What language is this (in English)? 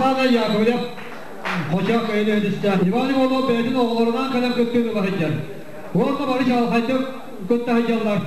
Yakut